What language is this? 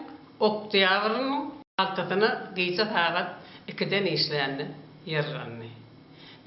Turkmen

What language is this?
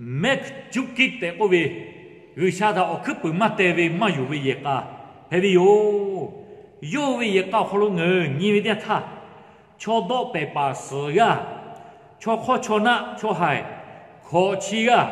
Lahu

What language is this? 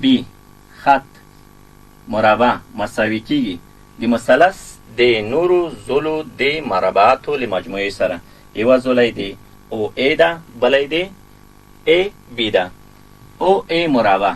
Pashto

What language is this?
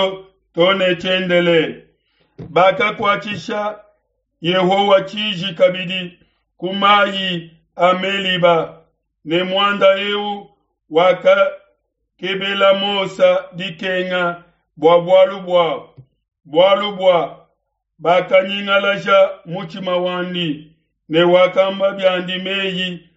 Luba-Lulua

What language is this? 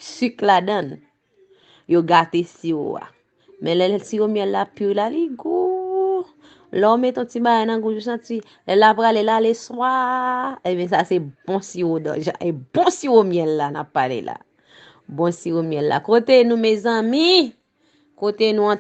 Haitian Creole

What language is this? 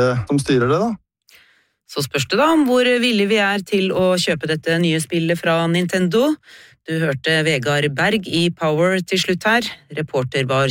Norwegian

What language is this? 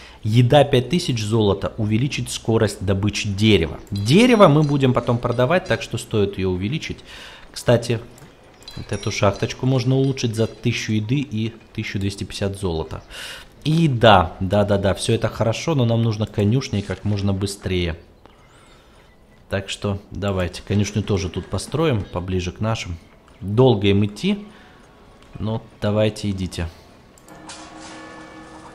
Russian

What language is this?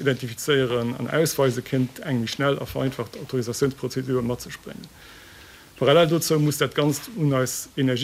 Luxembourgish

